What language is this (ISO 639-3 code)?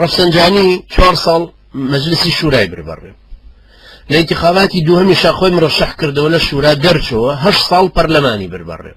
ckb